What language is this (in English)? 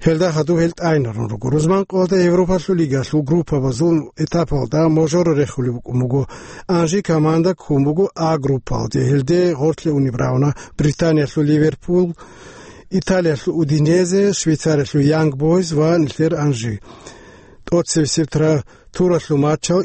Avaric